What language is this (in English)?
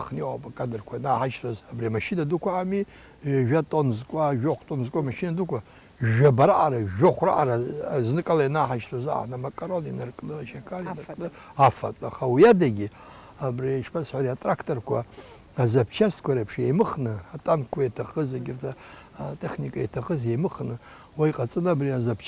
Abkhazian